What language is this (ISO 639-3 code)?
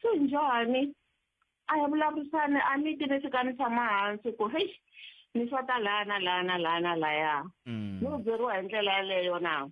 tso